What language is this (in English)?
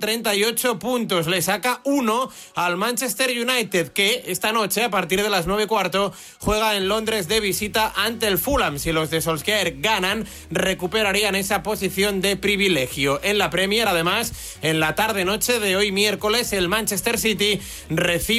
Spanish